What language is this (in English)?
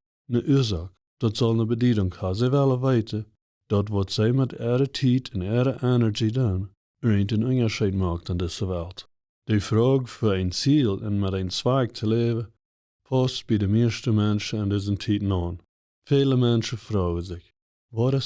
Plautdietsch